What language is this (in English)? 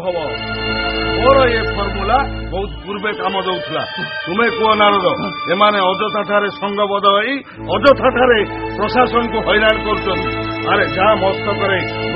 Odia